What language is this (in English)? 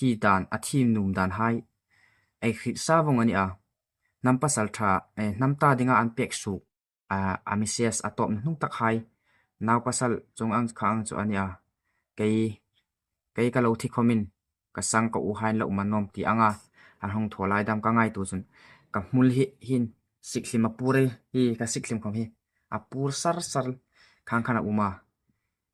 Hmar